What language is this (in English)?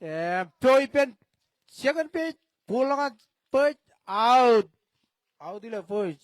Marshallese